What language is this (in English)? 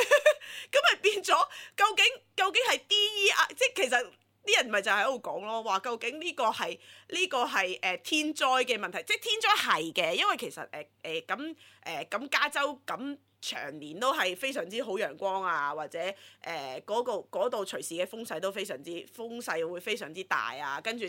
Cantonese